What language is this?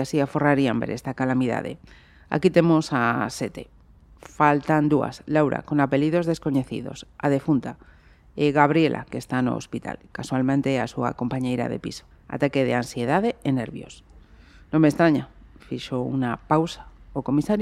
Galician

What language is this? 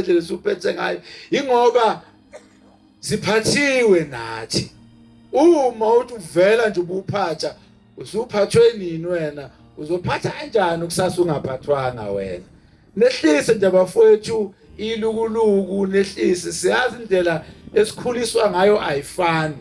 Zulu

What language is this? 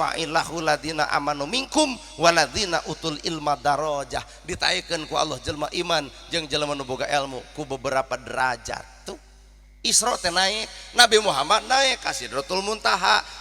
Sundanese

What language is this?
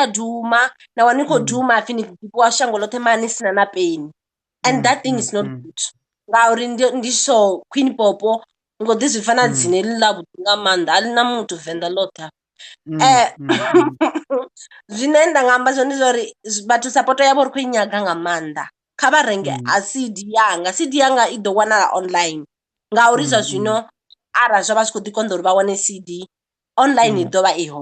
Venda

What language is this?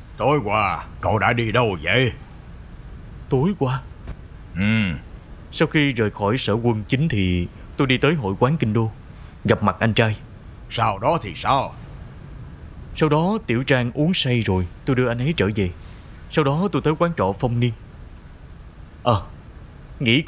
Vietnamese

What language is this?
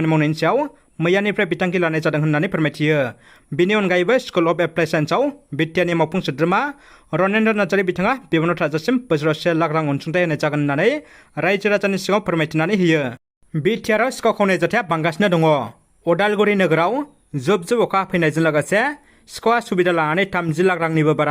Bodo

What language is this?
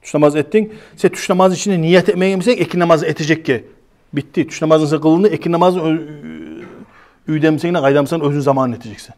Kumyk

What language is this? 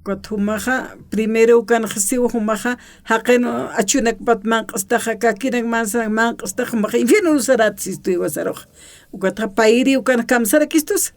Aymara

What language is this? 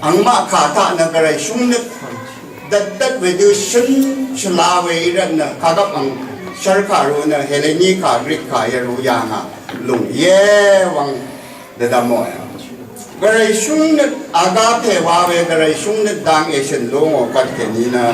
Rawang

